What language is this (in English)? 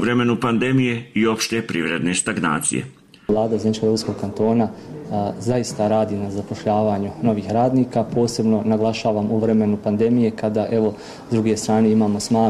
Bosnian